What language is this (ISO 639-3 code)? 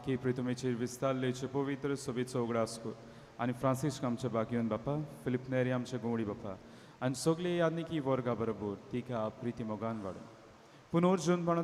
kok